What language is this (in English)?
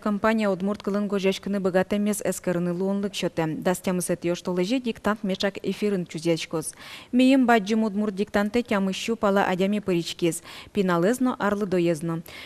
Udmurt